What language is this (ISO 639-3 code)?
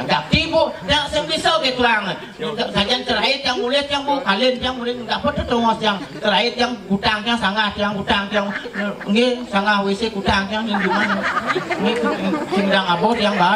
ban